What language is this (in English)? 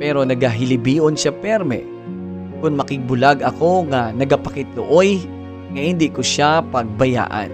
Hiligaynon